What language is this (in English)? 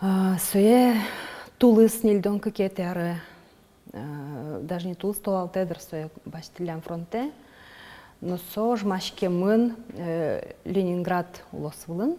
Udmurt